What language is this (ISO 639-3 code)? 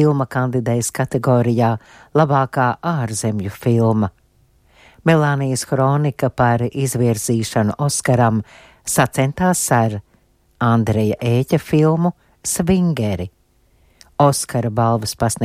lav